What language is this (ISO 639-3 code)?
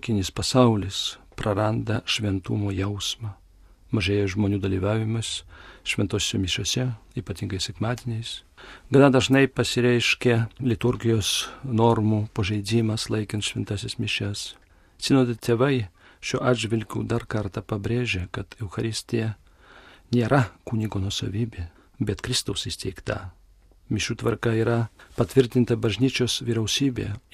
lit